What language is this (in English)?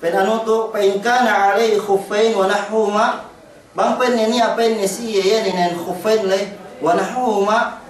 Yakan